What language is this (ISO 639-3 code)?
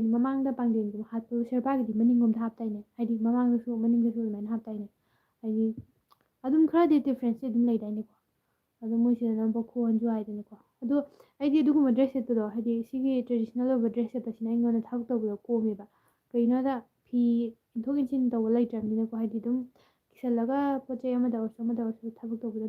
mni